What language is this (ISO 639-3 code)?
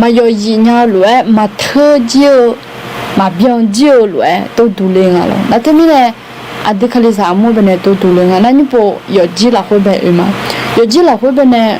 ahk